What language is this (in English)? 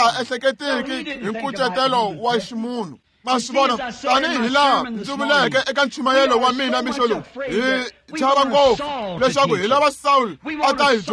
Tsonga